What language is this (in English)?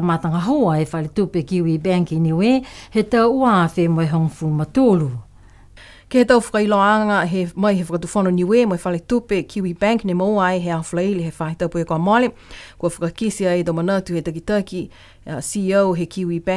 Niuean